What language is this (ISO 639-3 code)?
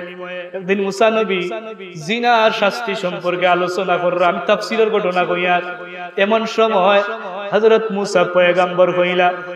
syl